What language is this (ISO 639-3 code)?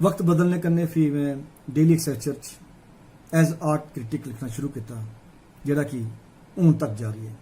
doi